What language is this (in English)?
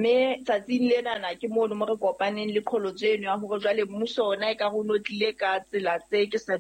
Southern Sotho